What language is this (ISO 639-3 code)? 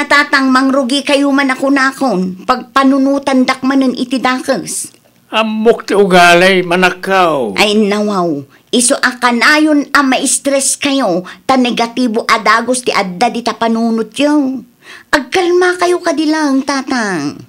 ilo